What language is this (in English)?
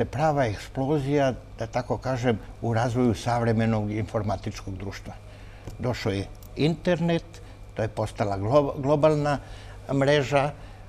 Serbian